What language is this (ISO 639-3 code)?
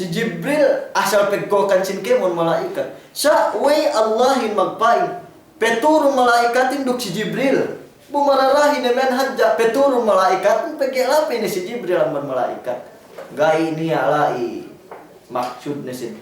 yka